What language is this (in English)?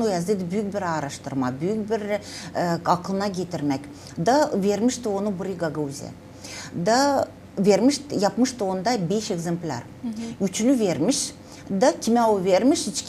Gagauz